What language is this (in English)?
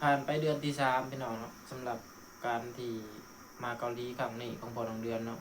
Lao